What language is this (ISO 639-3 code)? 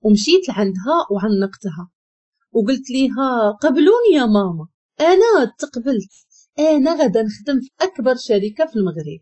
ary